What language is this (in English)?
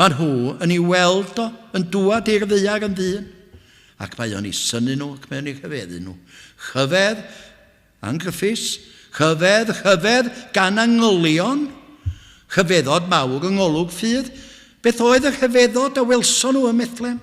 Welsh